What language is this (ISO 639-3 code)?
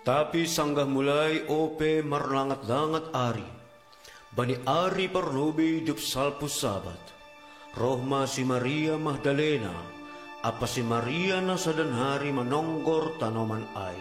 bts